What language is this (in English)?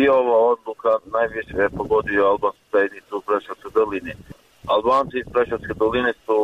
Serbian